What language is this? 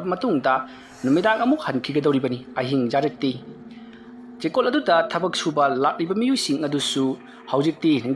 Manipuri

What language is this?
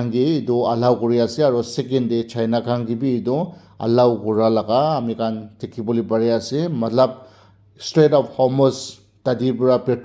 Naga Pidgin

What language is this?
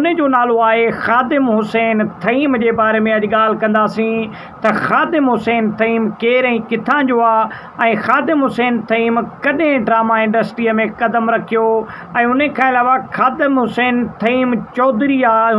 Sindhi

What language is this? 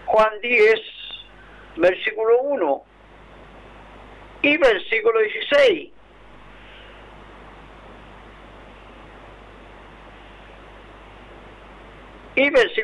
Spanish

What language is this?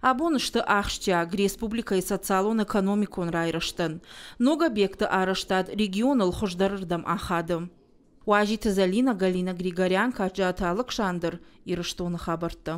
Ossetic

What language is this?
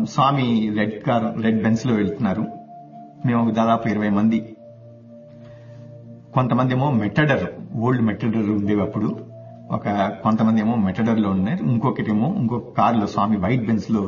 Telugu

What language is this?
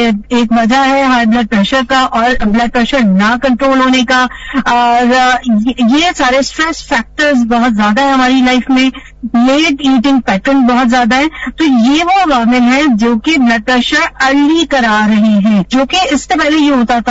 Urdu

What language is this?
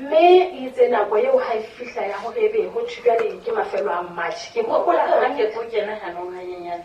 Southern Sotho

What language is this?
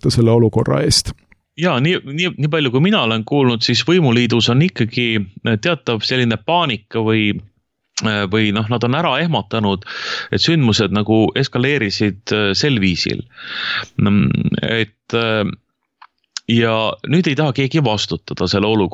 Estonian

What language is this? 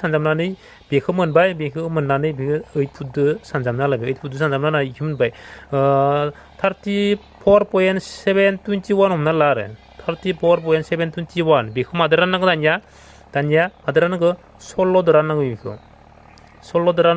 Bodo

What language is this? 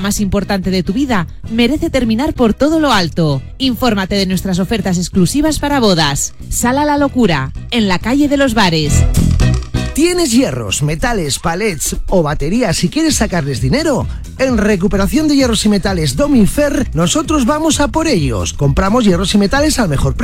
Spanish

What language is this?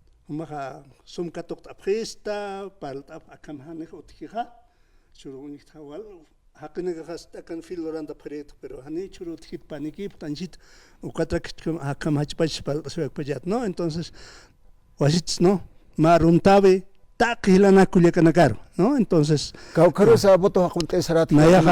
Aymara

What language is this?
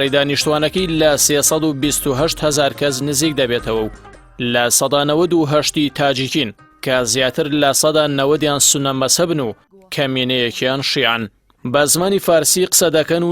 Central Kurdish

